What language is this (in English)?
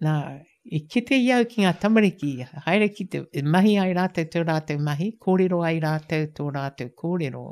Māori